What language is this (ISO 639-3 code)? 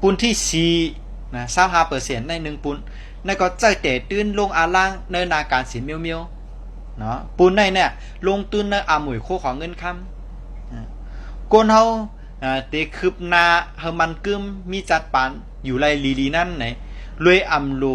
shn